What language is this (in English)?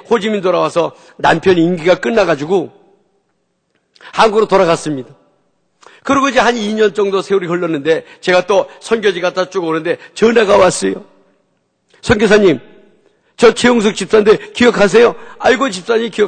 Korean